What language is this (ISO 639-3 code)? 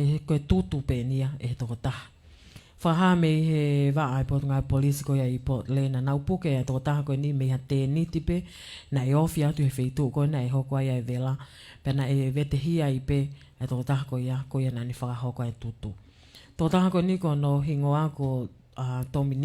ton